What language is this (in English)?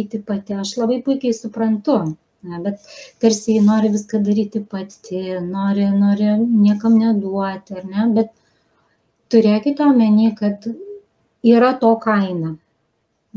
Lithuanian